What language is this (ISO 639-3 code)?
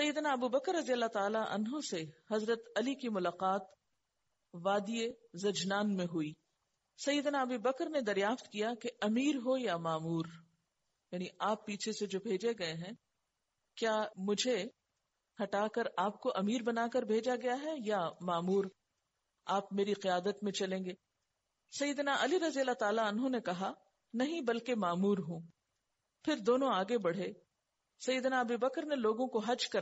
urd